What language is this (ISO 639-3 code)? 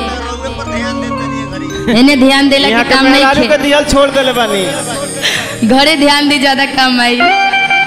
bho